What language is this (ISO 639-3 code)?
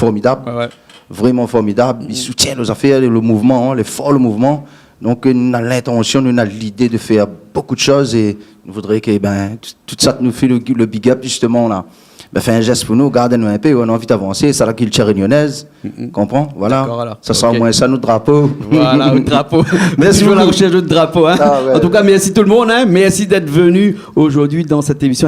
rcf